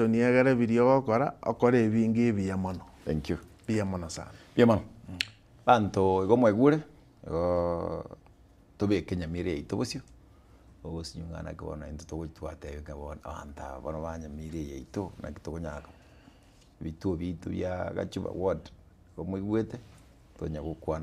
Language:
Gusii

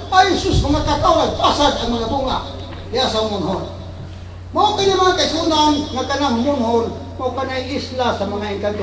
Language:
Cebuano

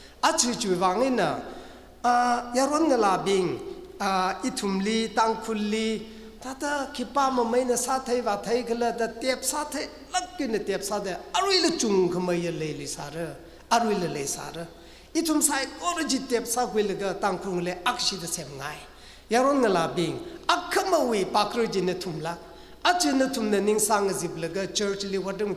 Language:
Tangkhul Naga (India)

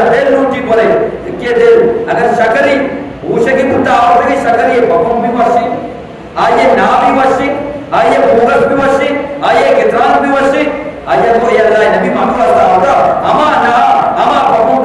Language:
Eastern Balochi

